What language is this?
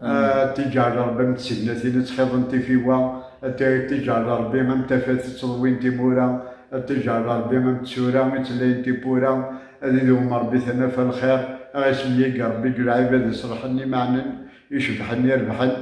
Kabyle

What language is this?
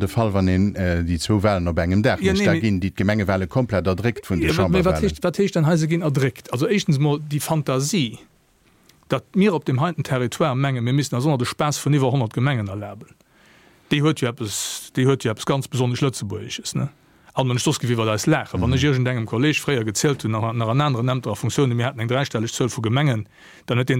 Luxembourgish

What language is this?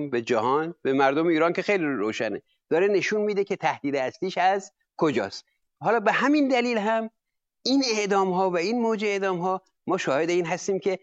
Persian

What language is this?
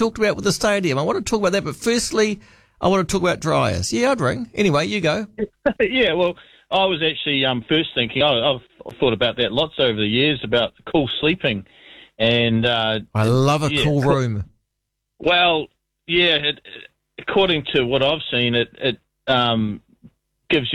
English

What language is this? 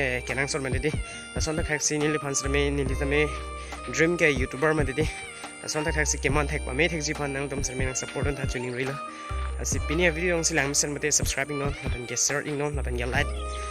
Karbi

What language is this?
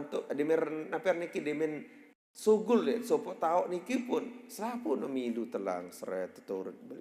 Sasak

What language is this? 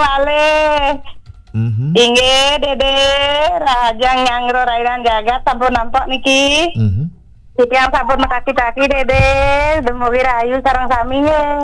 Balinese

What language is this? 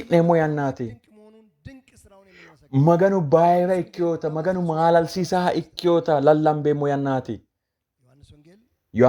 Sidamo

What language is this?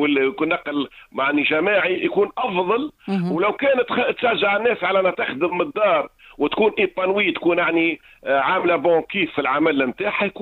Tunisian Arabic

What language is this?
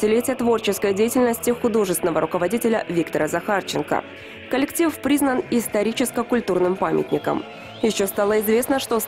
Russian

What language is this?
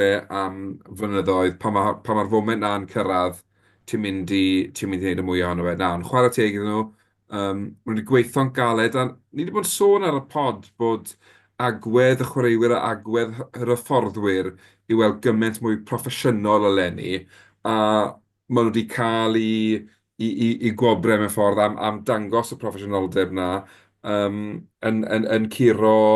Welsh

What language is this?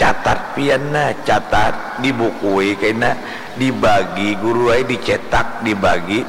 Banjar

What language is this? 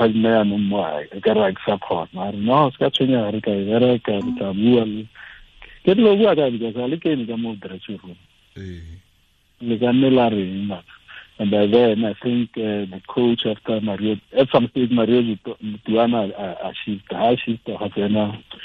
Tswana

